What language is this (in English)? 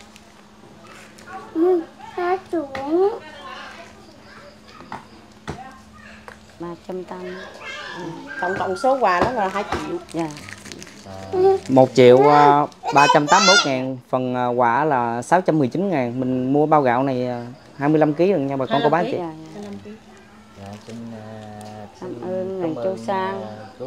Vietnamese